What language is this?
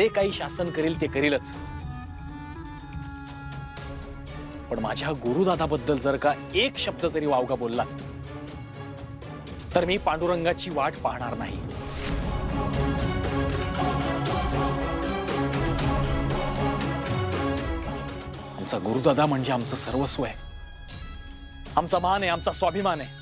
Marathi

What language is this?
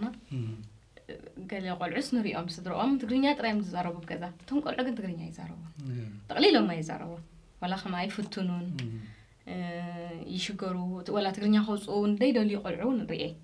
Tigrinya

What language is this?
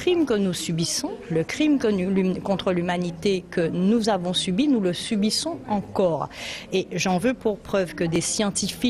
French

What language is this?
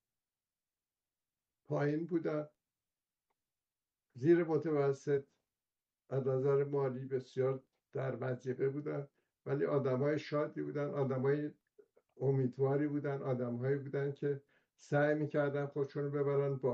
Persian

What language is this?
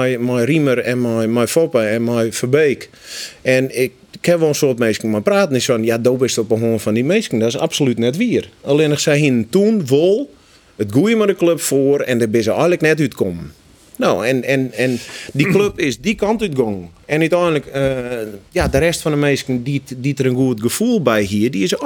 Western Frisian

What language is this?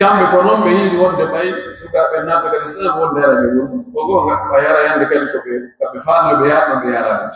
Pular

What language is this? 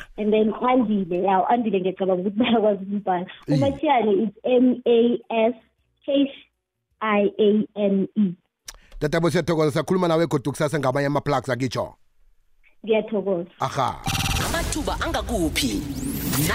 South Ndebele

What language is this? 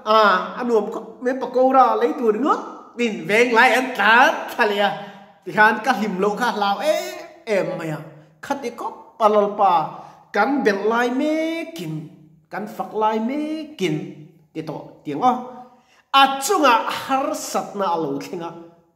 Mizo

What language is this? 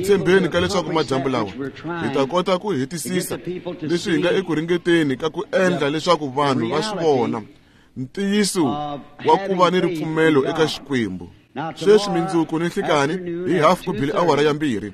Tsonga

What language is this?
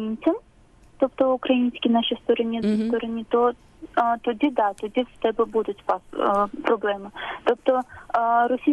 Ukrainian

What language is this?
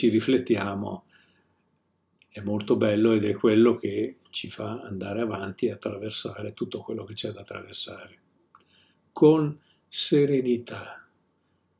Italian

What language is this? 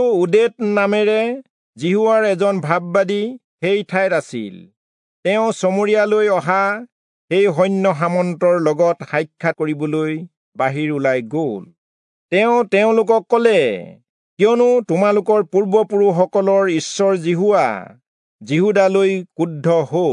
Assamese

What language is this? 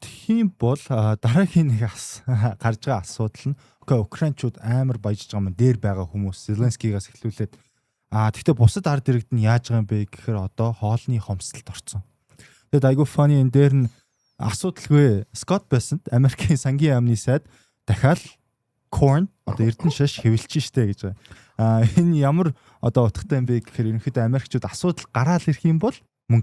Mongolian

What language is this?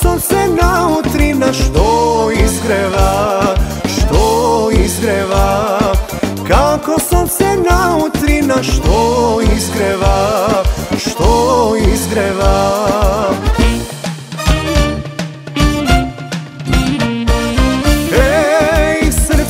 Macedonian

